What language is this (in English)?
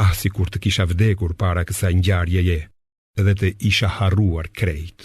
Albanian